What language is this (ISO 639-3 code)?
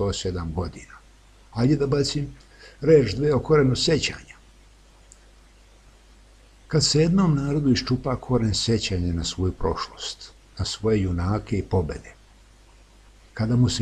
srp